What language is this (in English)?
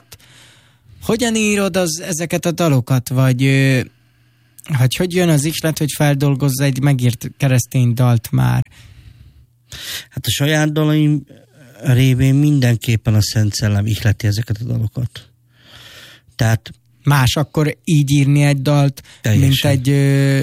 Hungarian